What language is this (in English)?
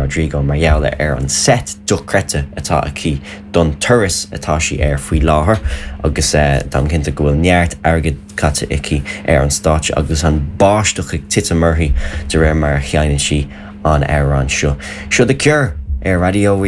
Irish